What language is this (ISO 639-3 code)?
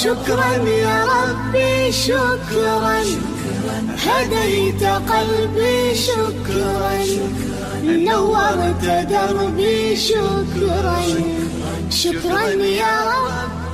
kum